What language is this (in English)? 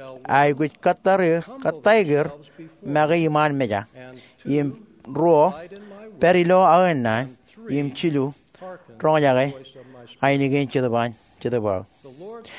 Marshallese